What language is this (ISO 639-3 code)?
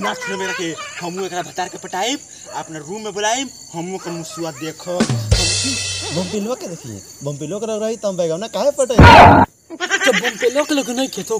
bho